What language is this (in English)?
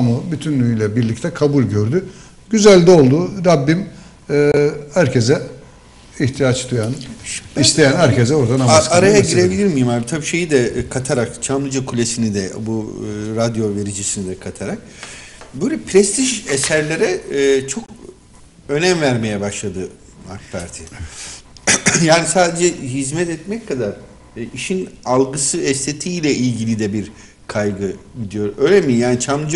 Turkish